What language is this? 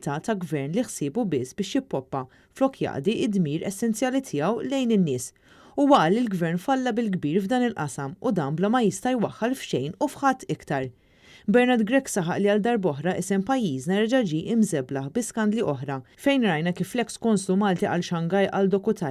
Maltese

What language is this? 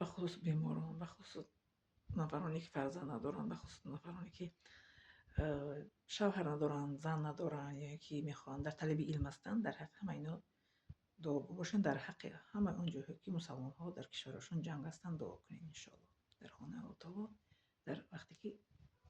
Tajik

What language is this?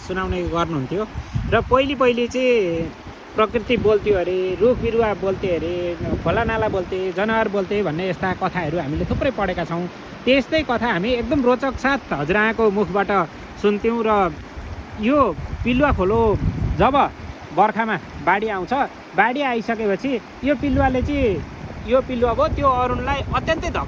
Nepali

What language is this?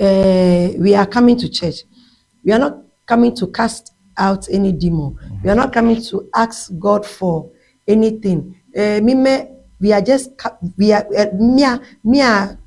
Ewe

